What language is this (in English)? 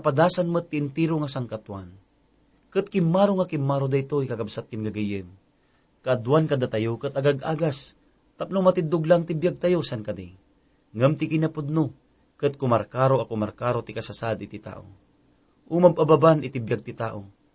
Iloko